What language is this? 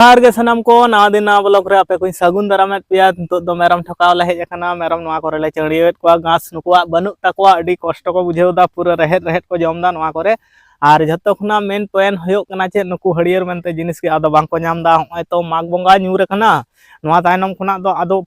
Santali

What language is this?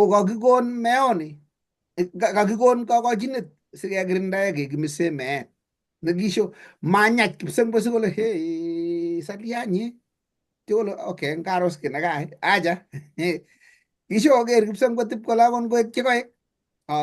Kalenjin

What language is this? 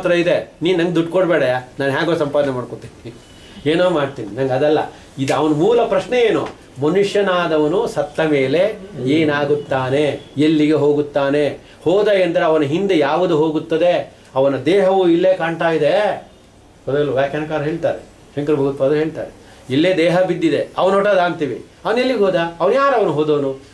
Kannada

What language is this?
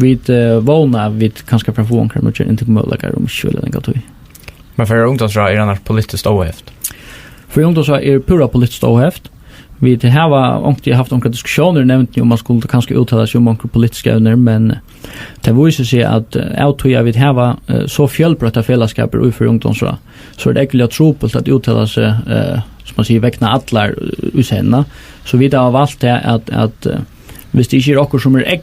Faroese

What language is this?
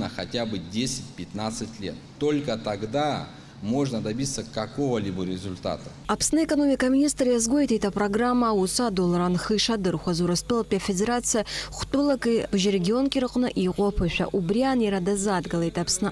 Abkhazian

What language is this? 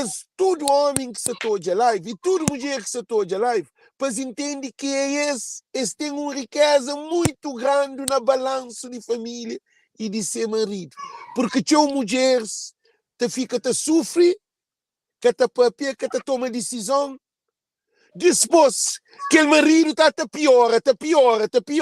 Kabuverdianu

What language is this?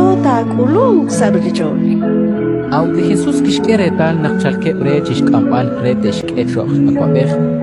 Kekchí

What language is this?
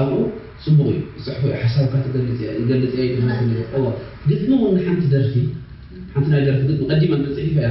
Tigrinya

